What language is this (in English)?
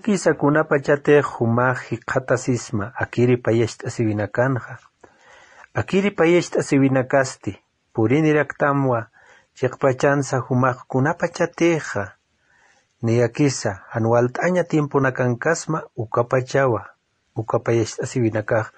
Aymara